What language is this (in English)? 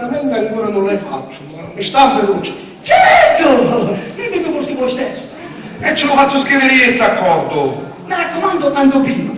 Sicilian